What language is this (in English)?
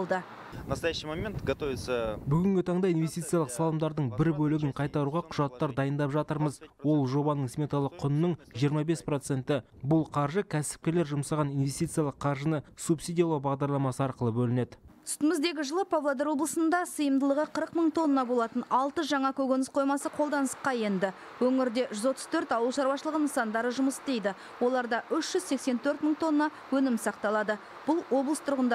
Kazakh